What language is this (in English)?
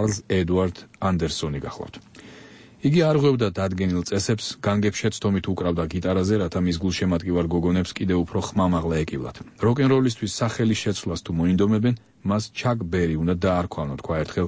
Georgian